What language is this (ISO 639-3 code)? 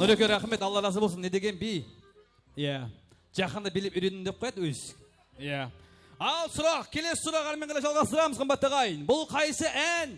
kaa